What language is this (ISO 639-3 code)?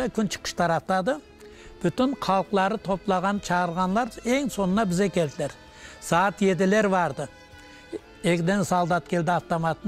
crh